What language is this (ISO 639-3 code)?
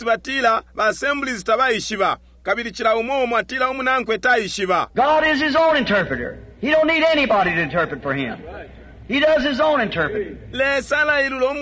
bem